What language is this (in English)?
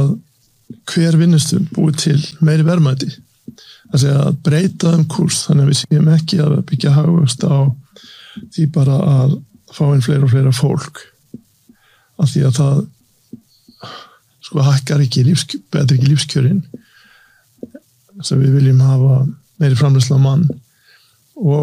Icelandic